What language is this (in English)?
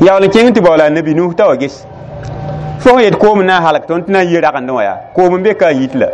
Mossi